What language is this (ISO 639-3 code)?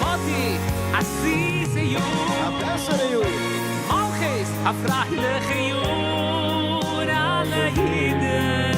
yid